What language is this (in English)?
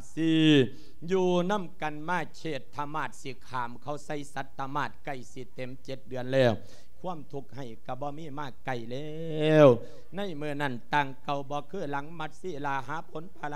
Lao